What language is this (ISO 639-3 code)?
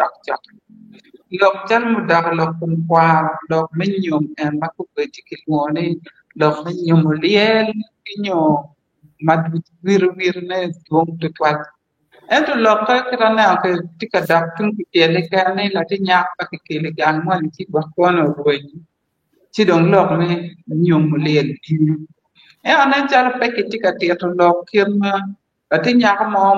ach